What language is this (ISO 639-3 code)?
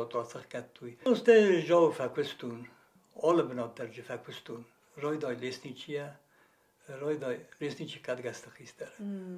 oss